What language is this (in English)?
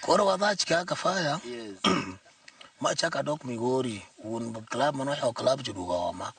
Luo (Kenya and Tanzania)